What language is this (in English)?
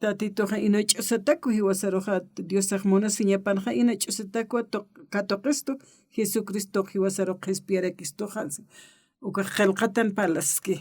Aymara